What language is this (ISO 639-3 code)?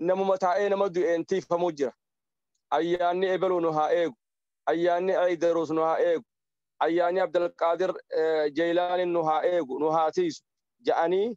orm